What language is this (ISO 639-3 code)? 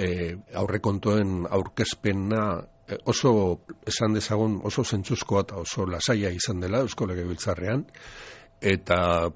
eus